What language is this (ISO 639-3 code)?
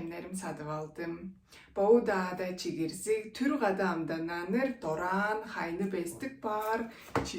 tyv